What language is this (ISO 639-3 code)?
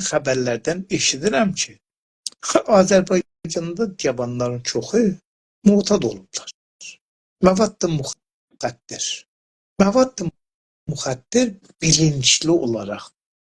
azb